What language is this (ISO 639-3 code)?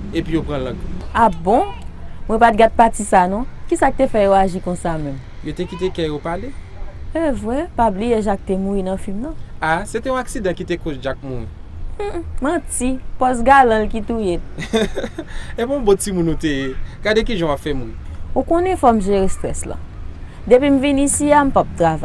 hat